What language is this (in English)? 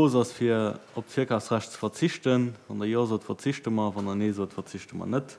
Luxembourgish